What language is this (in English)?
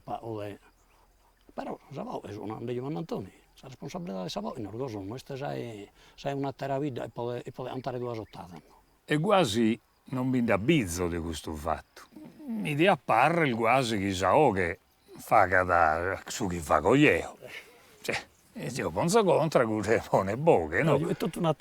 Sardinian